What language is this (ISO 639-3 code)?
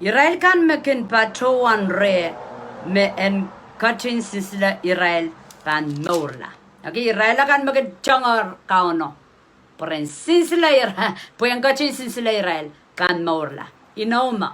pon